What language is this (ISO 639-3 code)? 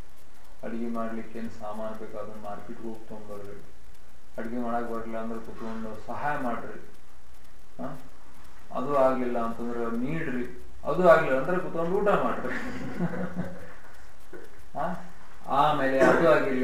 kan